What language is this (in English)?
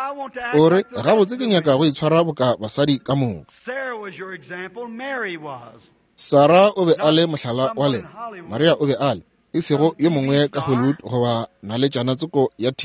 Northern Sotho